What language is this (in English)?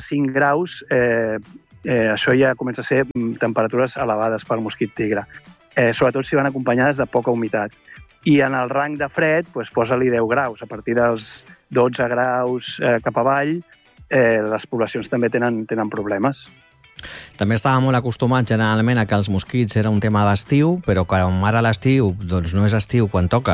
Catalan